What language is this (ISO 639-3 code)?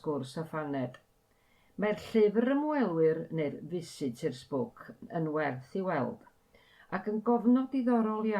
cym